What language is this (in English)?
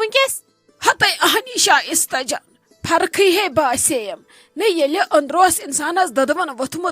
Kashmiri